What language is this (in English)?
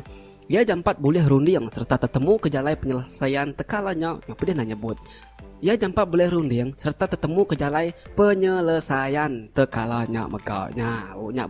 Iban